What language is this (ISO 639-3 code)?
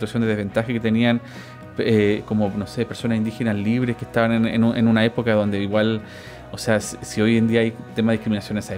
spa